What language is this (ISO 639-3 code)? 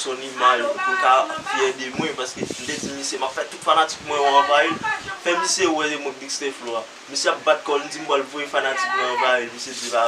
hat